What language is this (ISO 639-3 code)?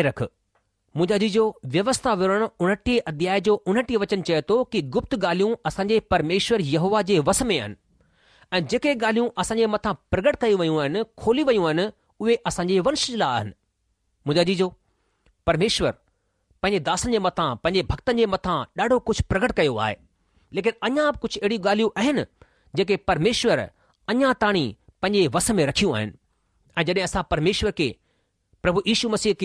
snd